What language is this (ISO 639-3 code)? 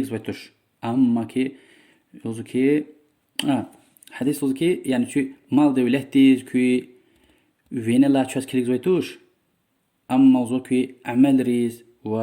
lez